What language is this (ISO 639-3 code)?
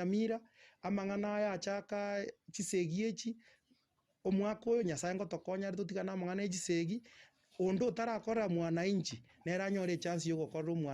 guz